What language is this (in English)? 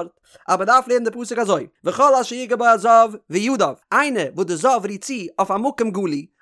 Yiddish